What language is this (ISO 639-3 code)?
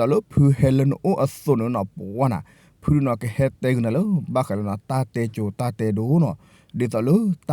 ksw